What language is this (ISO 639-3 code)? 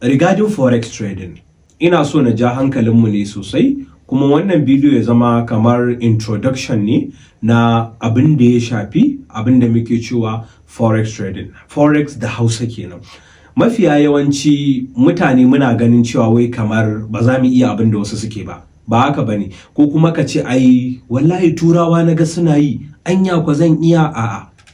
hau